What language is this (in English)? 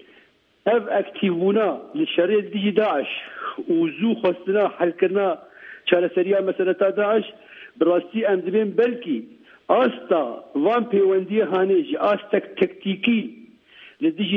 Kurdish